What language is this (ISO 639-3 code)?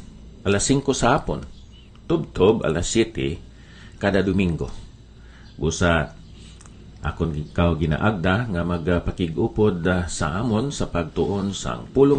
hil